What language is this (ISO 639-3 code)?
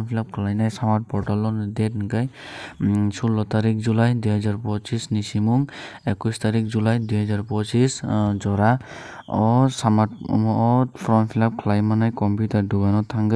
trp